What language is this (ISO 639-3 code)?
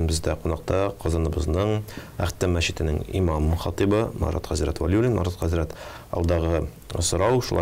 tat